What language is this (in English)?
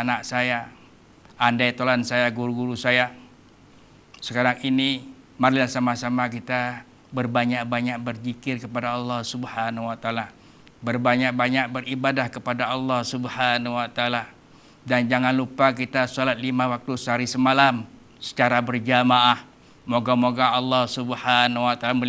Malay